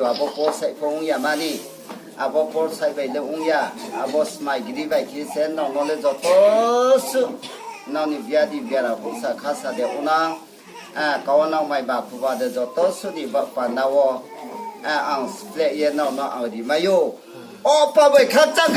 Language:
Riang (India)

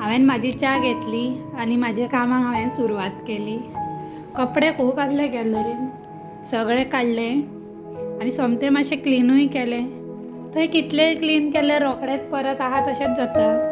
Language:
Konkani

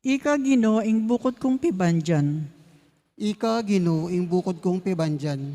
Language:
Pampanga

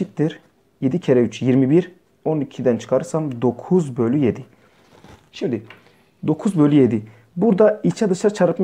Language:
Turkish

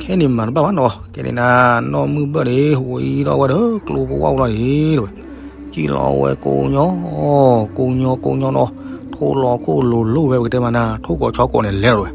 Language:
S'gaw Karen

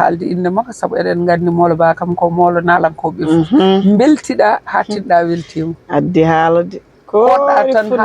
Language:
Fula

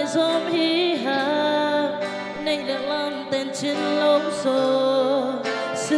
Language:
Tedim Chin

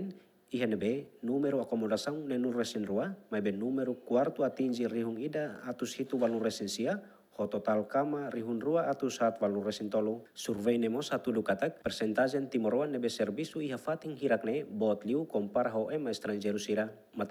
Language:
Tetum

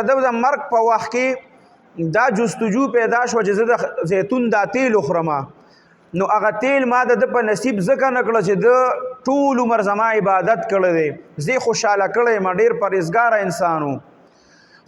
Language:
Pashto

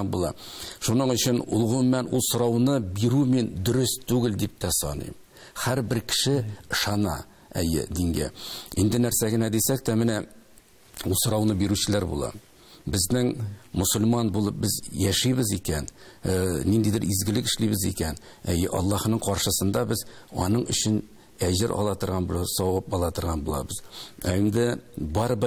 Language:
Tatar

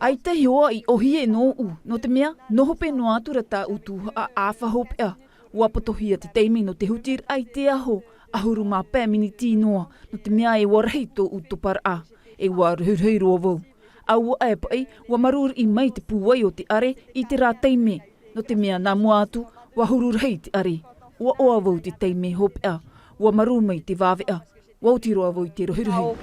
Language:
Tahitian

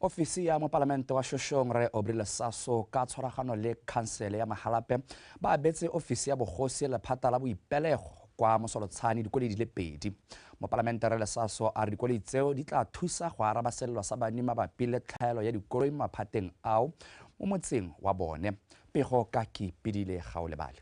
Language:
Tswana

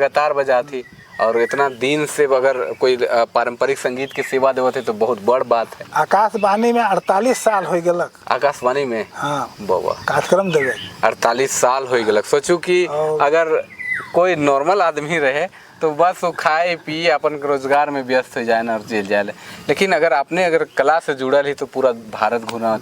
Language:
Sadri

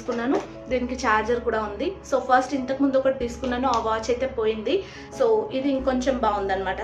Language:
Telugu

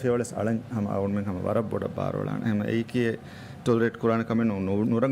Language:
Divehi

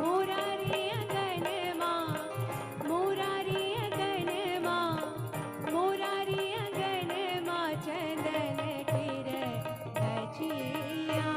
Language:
Maithili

